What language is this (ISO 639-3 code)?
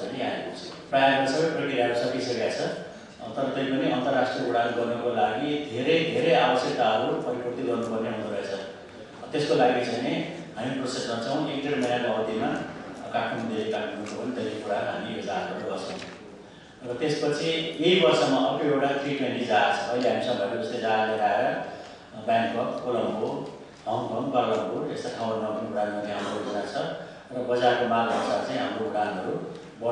nep